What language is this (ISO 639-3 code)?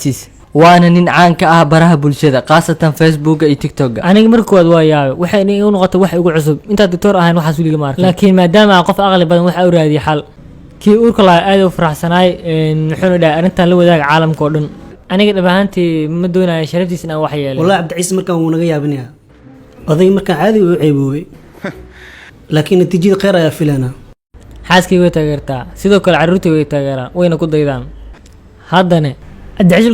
som